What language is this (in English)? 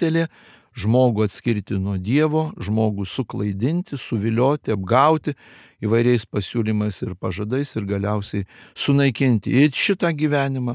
Lithuanian